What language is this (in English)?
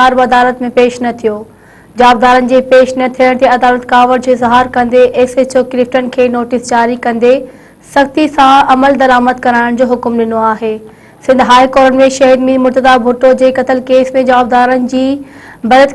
Sindhi